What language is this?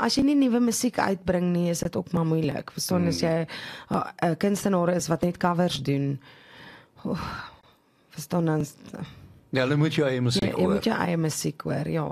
Afrikaans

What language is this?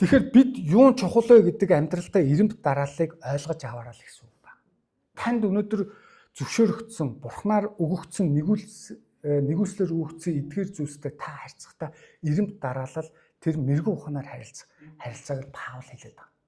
Mongolian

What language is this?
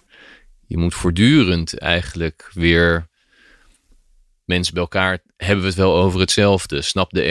Dutch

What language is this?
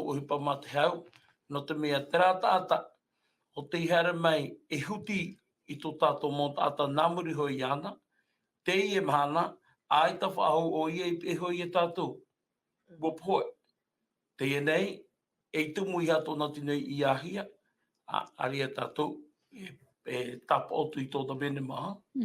Tahitian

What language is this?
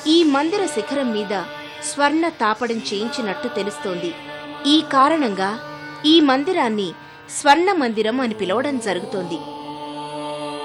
Telugu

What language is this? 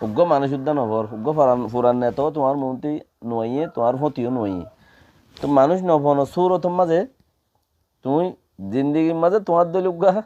Rohingya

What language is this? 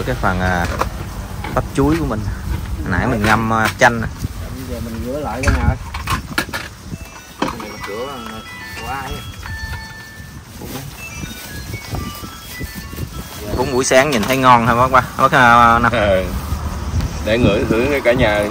Vietnamese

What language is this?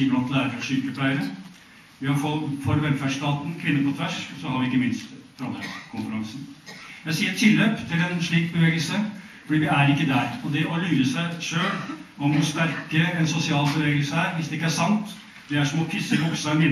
Norwegian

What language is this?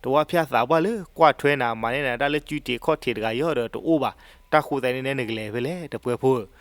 S'gaw Karen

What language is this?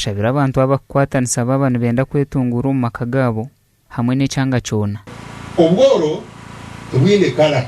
Nyankole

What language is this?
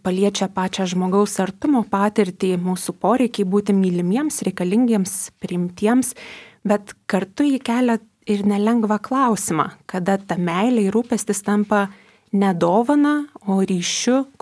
Lithuanian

